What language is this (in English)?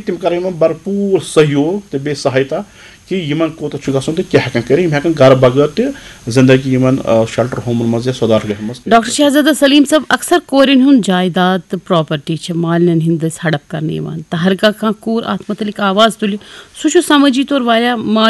Kashmiri